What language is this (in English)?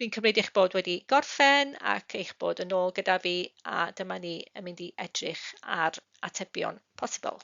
Welsh